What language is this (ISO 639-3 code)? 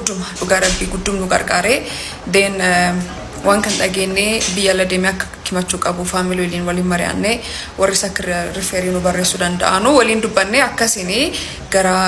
orm